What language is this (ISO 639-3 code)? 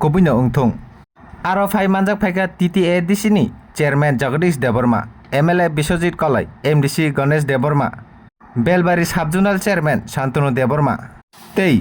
trp